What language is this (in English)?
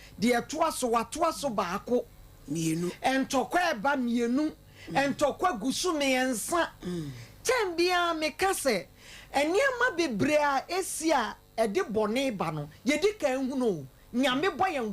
Akan